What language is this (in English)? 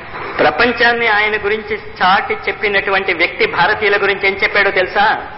Telugu